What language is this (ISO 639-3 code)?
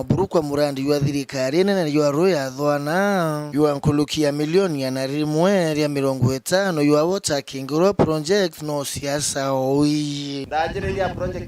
mer